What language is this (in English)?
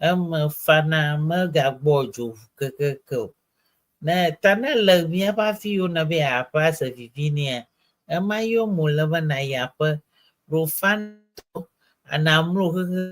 Ewe